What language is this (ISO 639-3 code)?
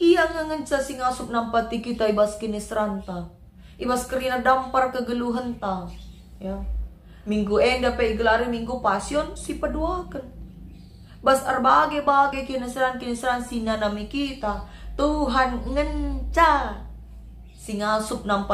btx